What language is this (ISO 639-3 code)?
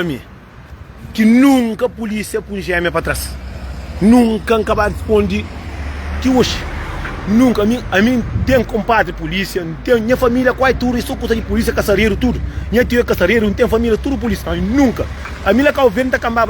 kea